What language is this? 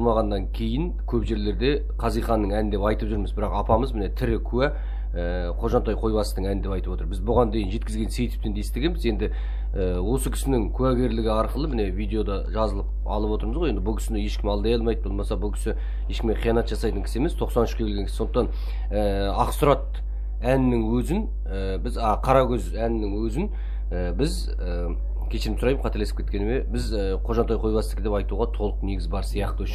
Kazakh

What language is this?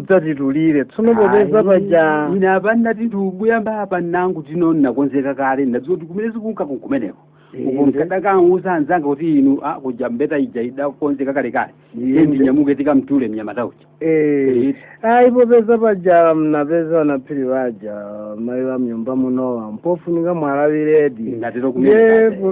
Nyanja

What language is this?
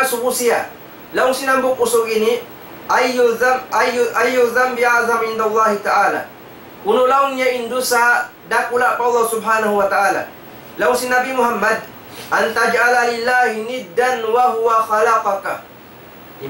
Tausug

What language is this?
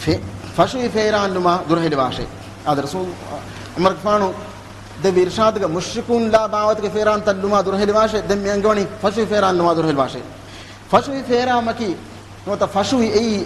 Divehi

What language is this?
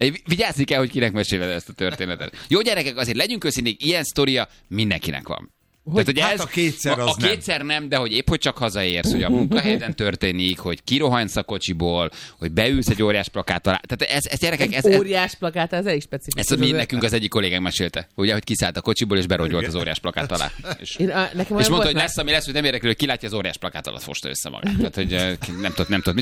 Hungarian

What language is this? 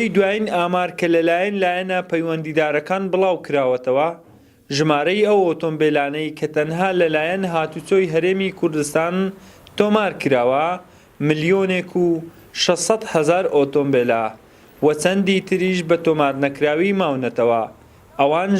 Central Kurdish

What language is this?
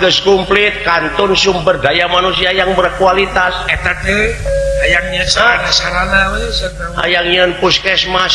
Sundanese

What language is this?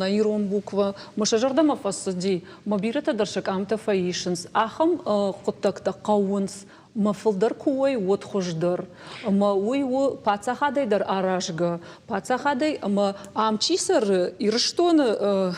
Ossetic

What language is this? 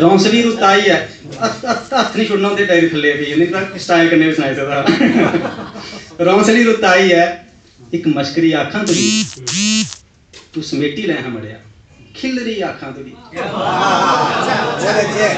Dogri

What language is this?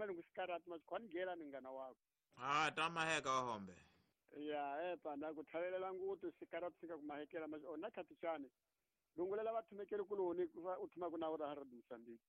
Tsonga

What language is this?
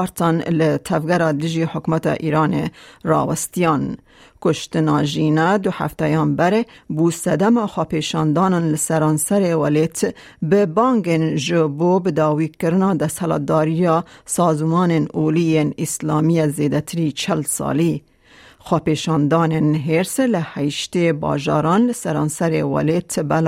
Kurdish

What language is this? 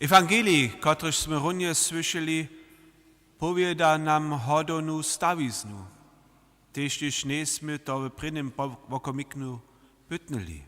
Upper Sorbian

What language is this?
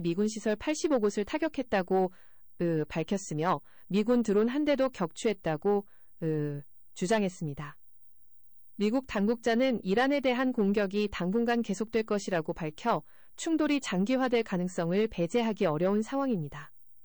Korean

